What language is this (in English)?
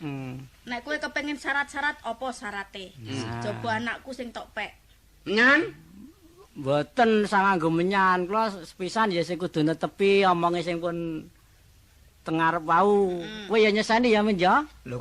Javanese